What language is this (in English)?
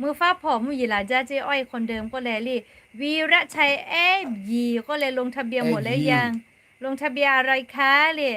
Lahu